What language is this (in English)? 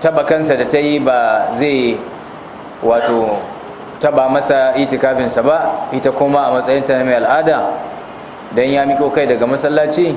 Hausa